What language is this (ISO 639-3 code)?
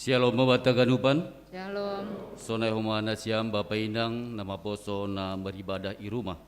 bts